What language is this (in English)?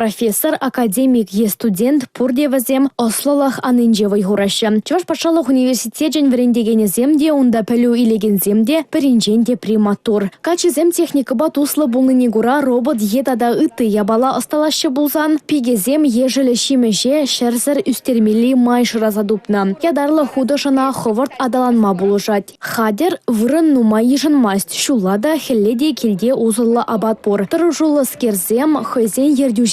Chuvash